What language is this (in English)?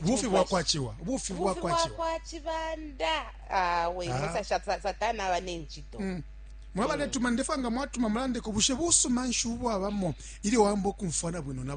Bemba